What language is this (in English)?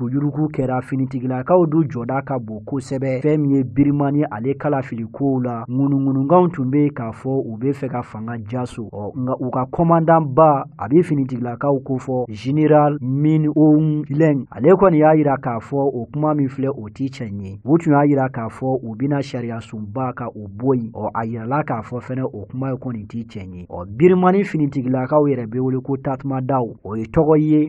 Bambara